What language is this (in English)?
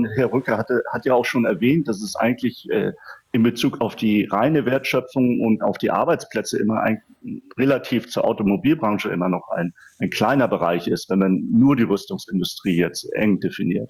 German